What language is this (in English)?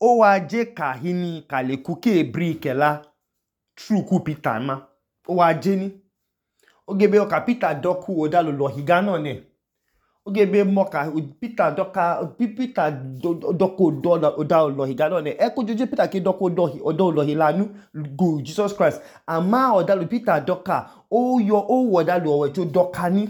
Idoma